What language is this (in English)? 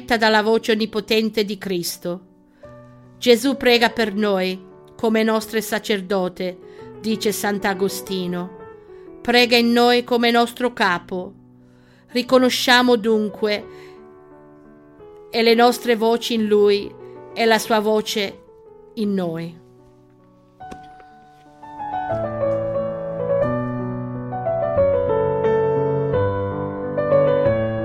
Italian